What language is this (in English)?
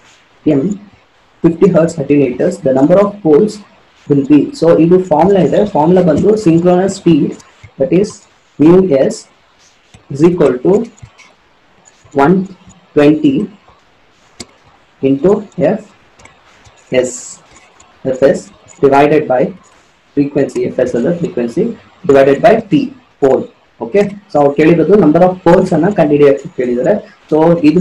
Kannada